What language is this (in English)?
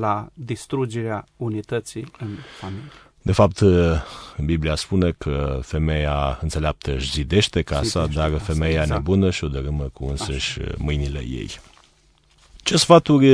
Romanian